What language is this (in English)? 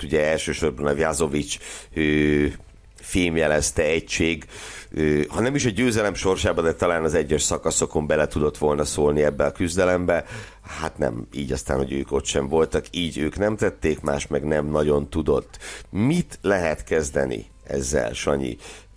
Hungarian